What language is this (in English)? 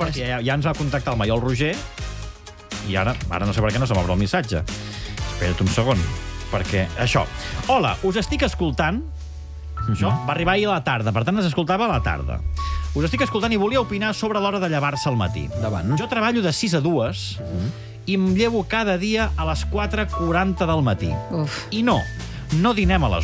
Catalan